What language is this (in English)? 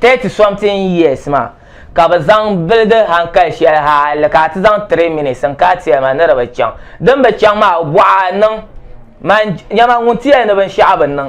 Dagbani